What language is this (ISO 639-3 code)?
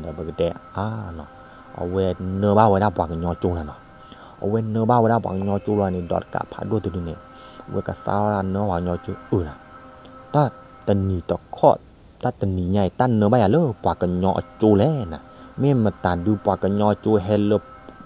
ksw